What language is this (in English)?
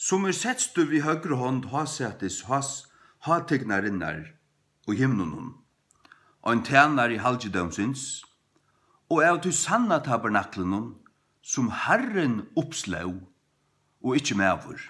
Faroese